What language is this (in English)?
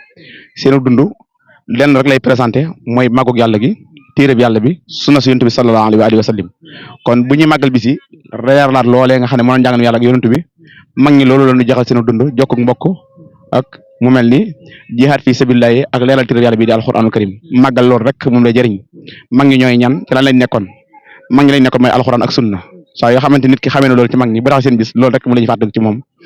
Wolof